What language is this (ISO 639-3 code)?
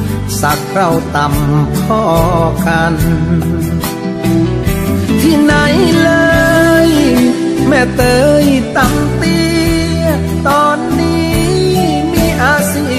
tha